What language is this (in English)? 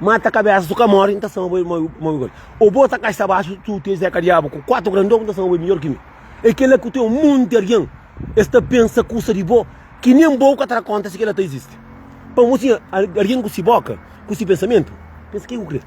Kabuverdianu